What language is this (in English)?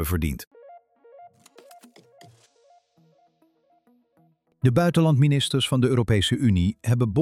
Dutch